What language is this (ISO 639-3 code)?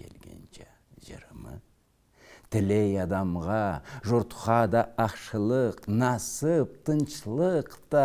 krc